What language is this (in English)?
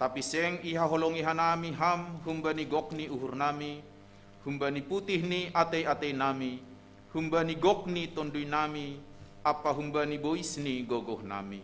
Batak Simalungun